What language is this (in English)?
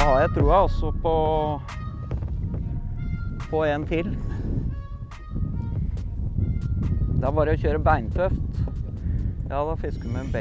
Norwegian